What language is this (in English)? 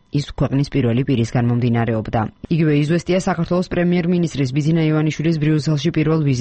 Georgian